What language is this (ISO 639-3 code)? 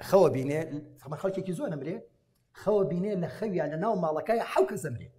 ckb